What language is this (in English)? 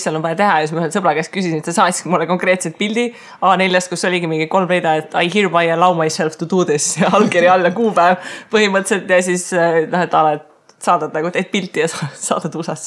Estonian